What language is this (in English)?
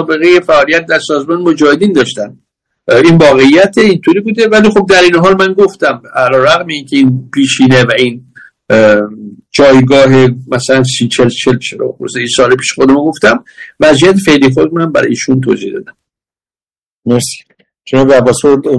Persian